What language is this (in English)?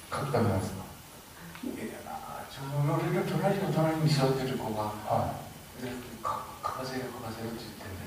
Japanese